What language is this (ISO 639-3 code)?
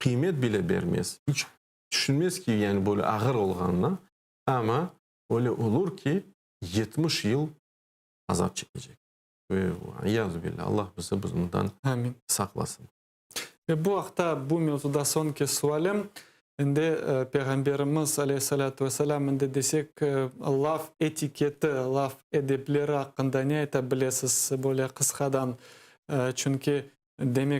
crh